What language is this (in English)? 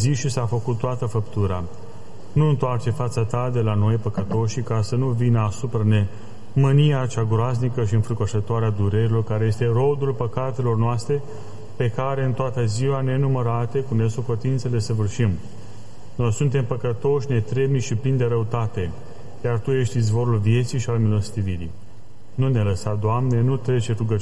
Romanian